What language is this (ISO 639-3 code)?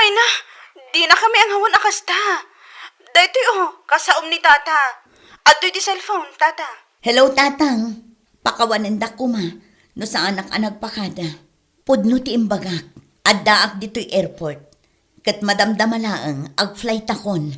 ilo